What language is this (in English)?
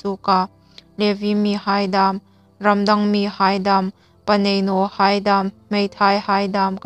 Hmar